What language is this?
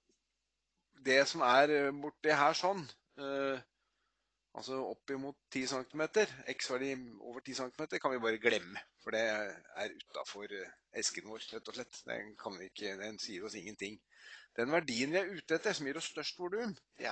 Norwegian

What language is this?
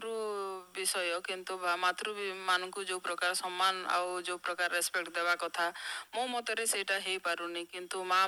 Odia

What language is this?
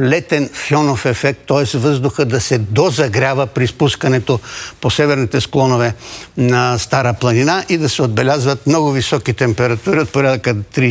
Bulgarian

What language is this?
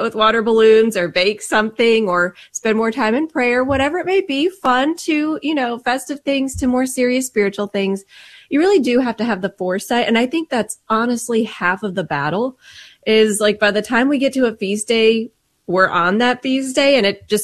English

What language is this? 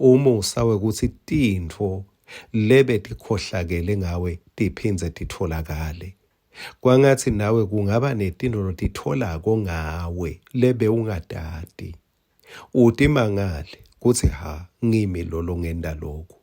Swati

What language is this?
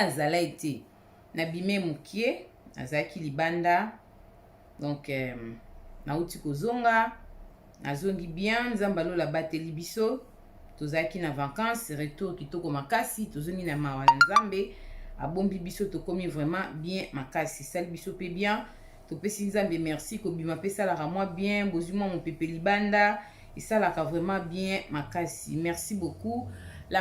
Lingala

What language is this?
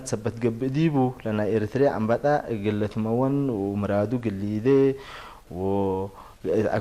Tigre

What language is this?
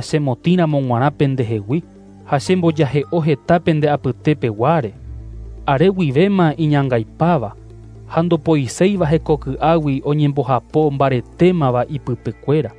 Guarani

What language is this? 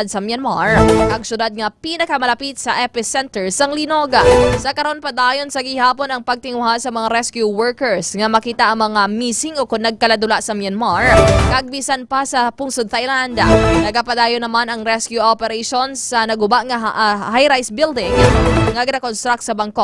Hiligaynon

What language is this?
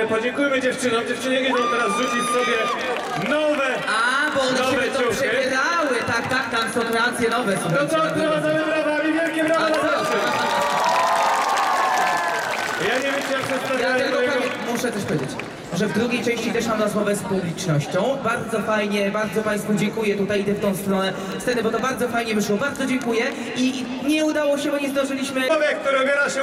Polish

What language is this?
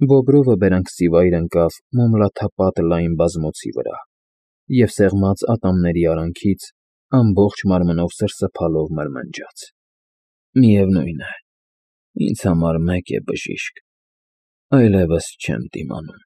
Armenian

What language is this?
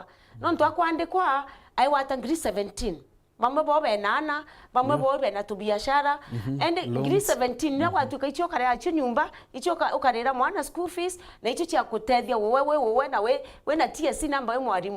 Meru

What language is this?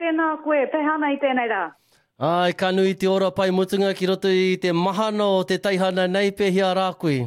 Māori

